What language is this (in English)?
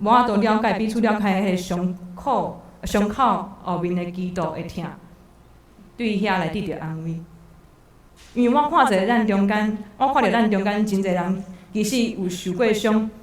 Min Nan Chinese